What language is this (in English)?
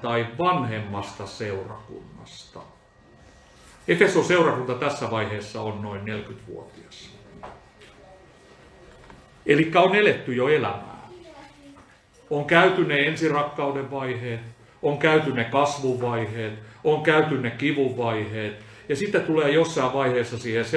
Finnish